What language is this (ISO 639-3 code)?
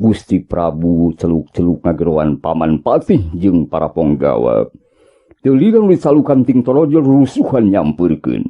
sun